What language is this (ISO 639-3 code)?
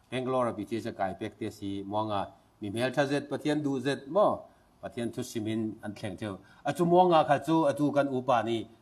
cfm